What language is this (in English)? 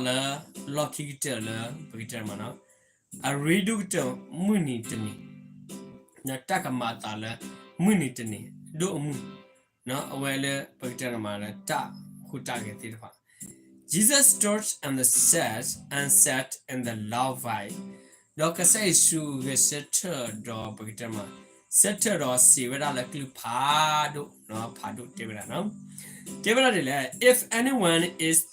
S'gaw Karen